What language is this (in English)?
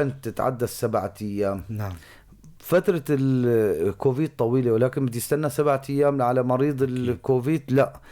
North Levantine Arabic